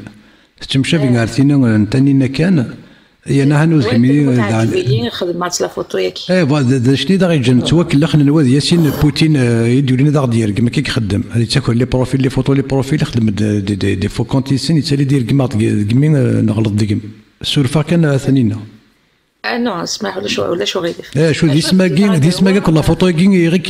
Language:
Kabyle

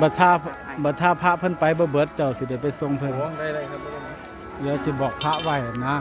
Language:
Lao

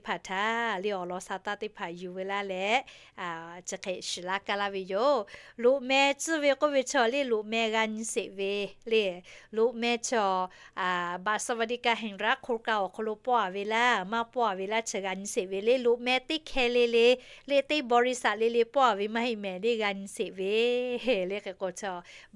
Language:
Lahu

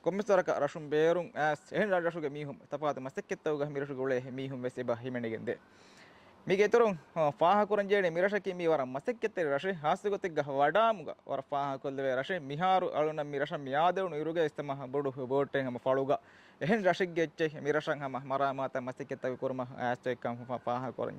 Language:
Divehi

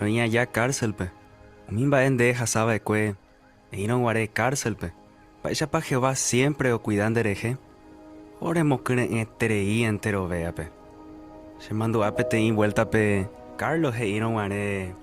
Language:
Guarani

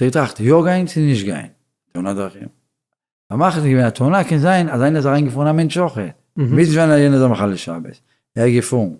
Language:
Yiddish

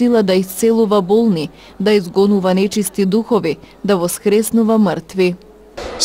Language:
Macedonian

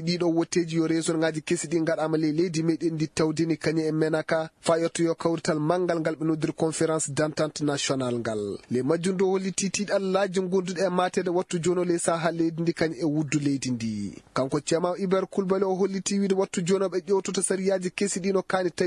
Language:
Fula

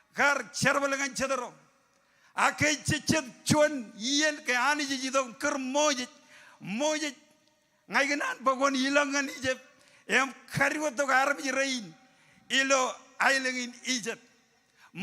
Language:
Marshallese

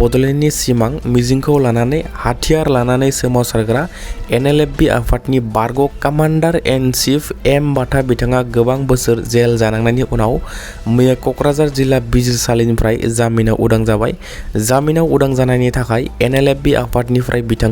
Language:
Bodo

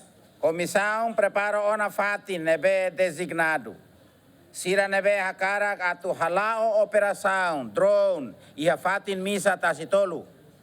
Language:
Tetum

